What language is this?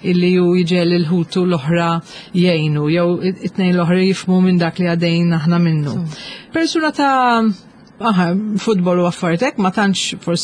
Maltese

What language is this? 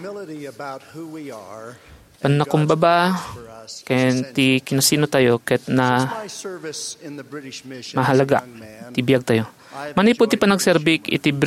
Iloko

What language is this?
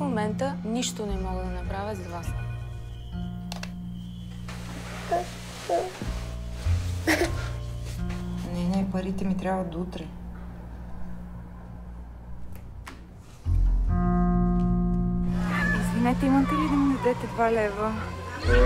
Bulgarian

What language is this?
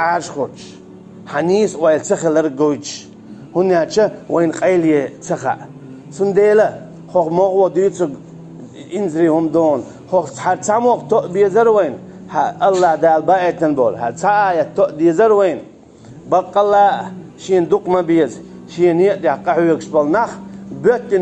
Chechen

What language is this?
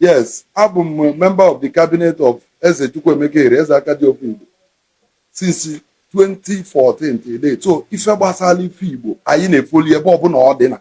Igbo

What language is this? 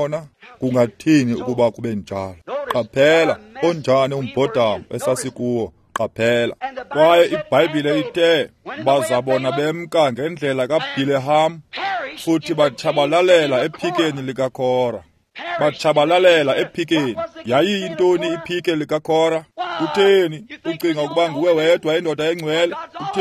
Xhosa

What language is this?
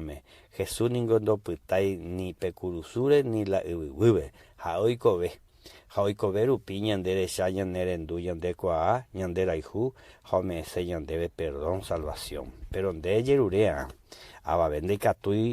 Guarani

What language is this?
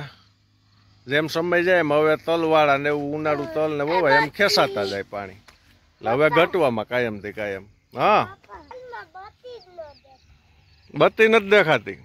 Gujarati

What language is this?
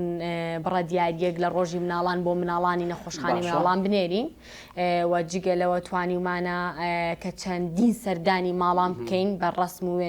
Central Kurdish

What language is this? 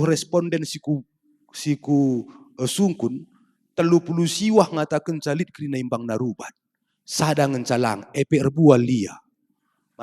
Batak Karo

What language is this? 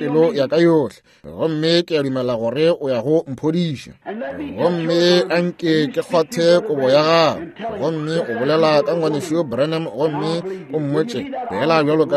Northern Sotho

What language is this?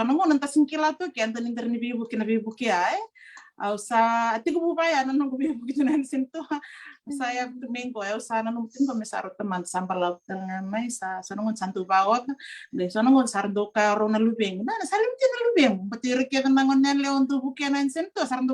Fijian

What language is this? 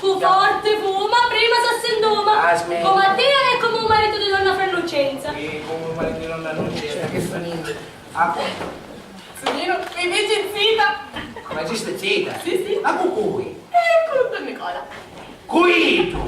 Sicilian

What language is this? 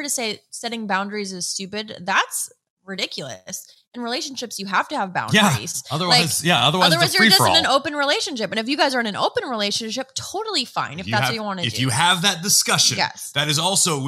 English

